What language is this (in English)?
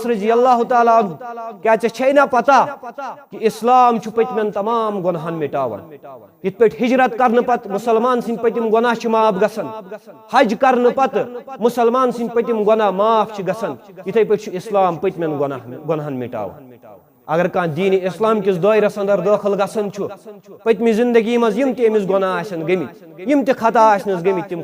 Kashmiri